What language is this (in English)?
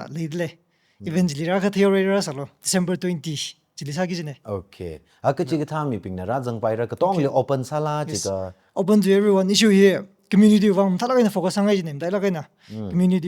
Tangkhul Naga (India)